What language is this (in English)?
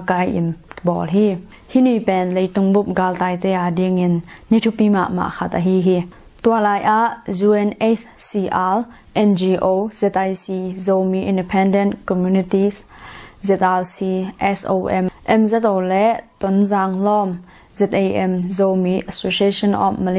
Tedim Chin